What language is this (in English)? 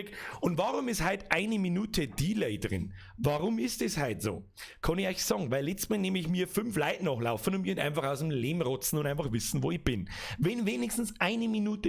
Bavarian